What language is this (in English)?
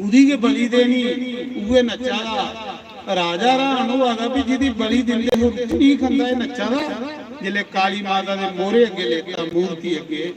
Dogri